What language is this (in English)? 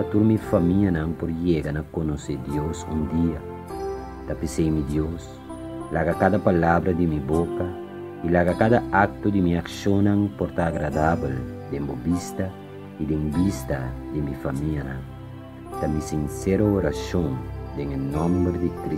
Papiamento